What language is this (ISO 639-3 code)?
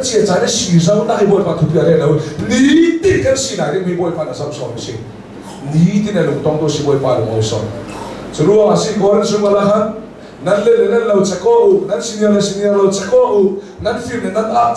cnh